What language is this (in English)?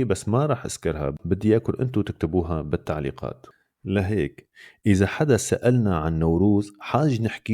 North Levantine Arabic